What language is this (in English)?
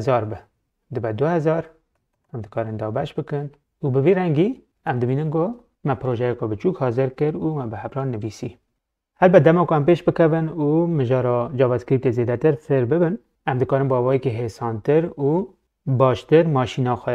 Kurdish